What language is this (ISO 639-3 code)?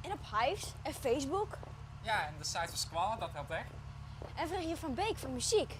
fry